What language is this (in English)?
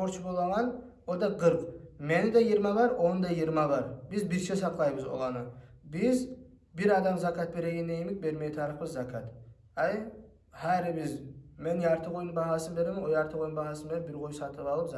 Kumyk